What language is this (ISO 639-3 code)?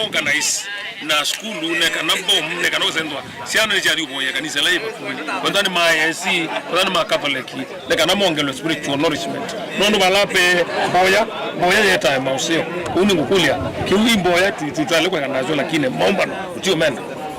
kam